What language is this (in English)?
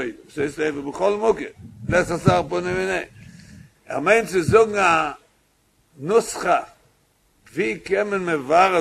Yiddish